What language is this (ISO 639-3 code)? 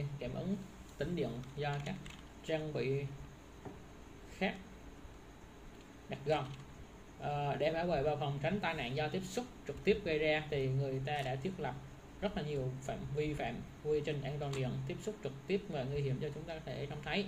vie